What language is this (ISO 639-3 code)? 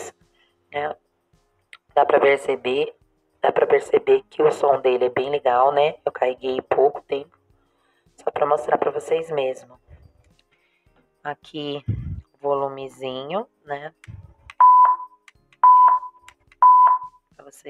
por